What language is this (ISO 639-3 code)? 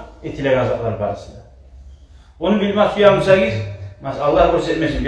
kum